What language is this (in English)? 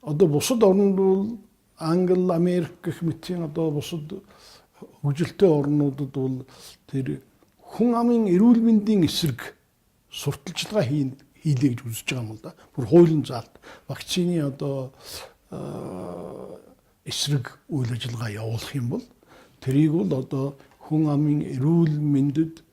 Mongolian